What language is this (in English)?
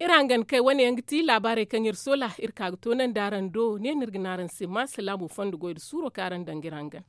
Zarma